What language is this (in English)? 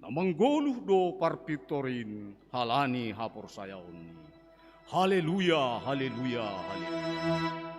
Batak Simalungun